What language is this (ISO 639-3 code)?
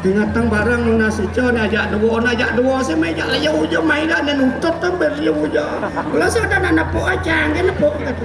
ban